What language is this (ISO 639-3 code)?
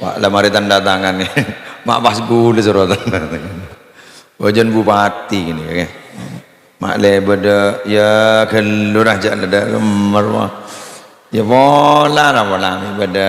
mad